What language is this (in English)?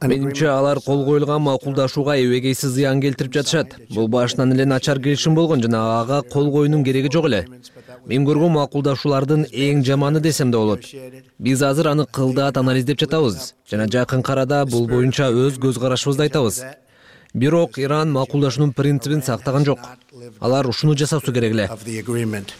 Kyrgyz